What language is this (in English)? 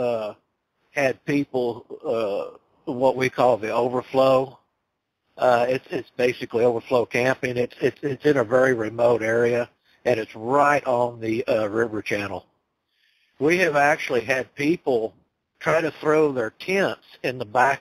English